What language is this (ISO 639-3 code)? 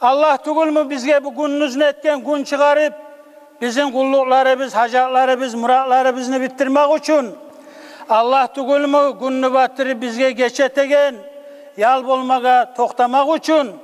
kum